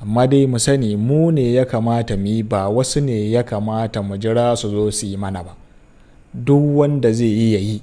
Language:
Hausa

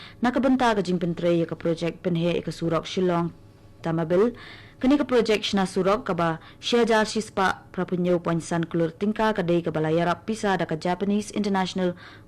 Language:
Khasi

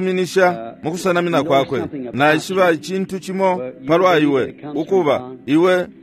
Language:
Bemba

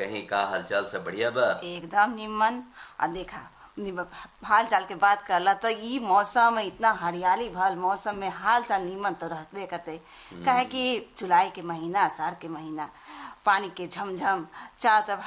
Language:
Bhojpuri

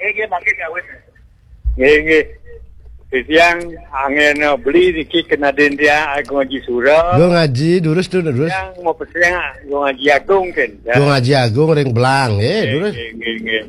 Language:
Balinese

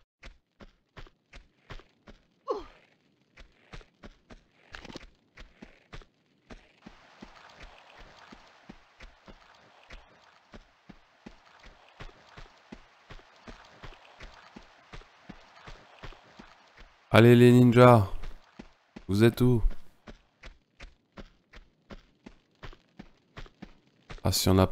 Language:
French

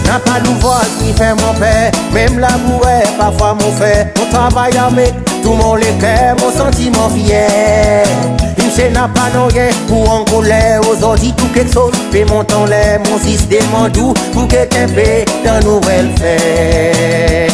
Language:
Seselwa Creole French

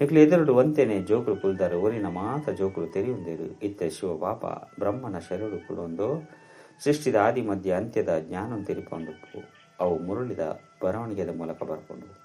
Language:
Tulu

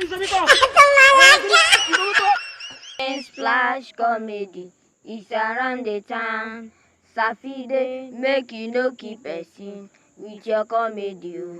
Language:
Nigerian Pidgin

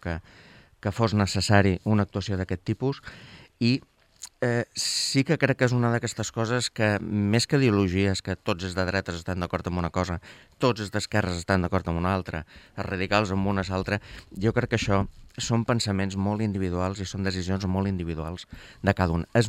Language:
Catalan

